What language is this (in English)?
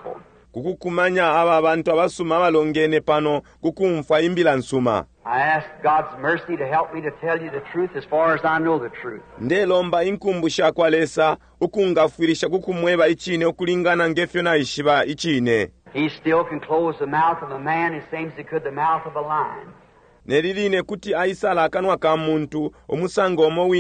Bemba